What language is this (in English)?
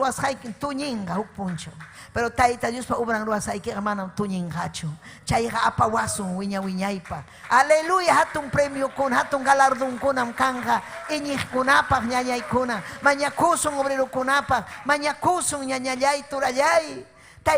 Ayacucho Quechua